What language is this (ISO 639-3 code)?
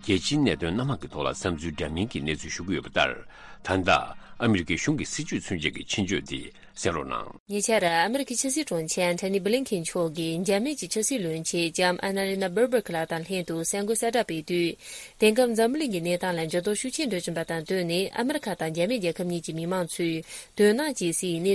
bod